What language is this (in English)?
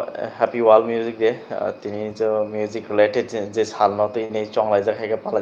Kok Borok